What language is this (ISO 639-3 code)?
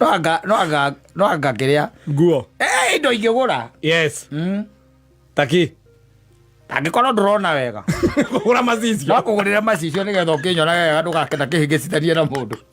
kik